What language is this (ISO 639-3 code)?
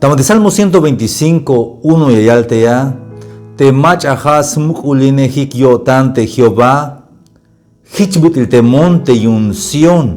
tzh